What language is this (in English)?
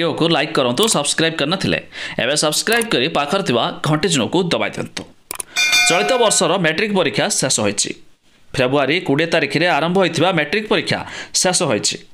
Odia